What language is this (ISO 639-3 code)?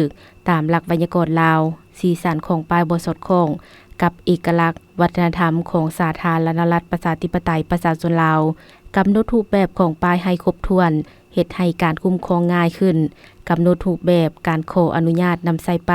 lao